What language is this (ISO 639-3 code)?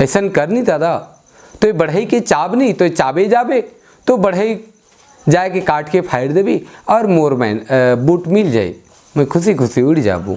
sck